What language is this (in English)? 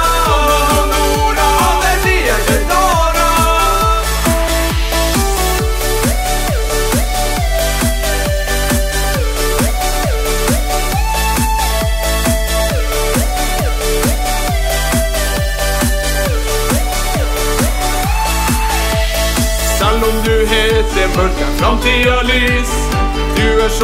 Norwegian